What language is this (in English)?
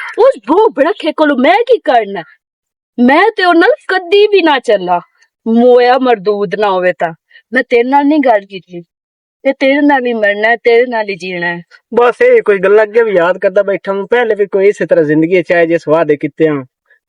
Western Panjabi